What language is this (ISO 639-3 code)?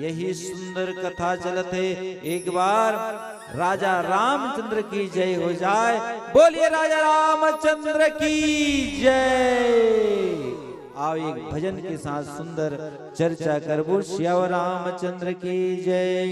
hne